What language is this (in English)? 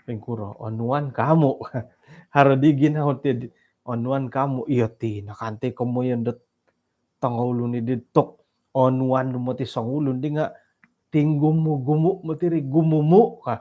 Central Dusun